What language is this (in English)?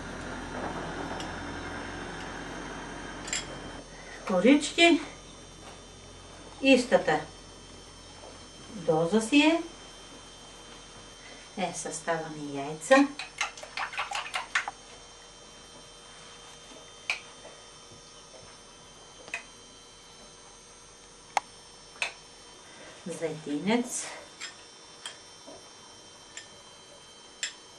Bulgarian